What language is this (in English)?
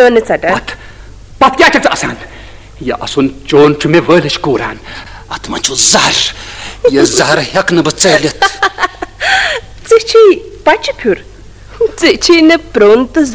Kashmiri